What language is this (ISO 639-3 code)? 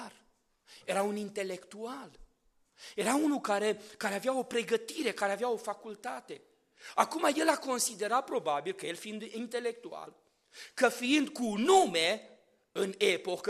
ron